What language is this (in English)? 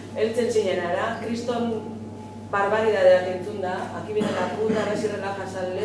Basque